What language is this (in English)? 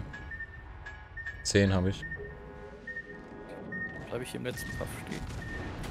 German